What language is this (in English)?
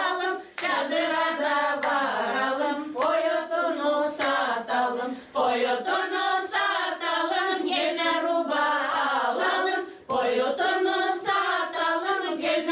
Gagauz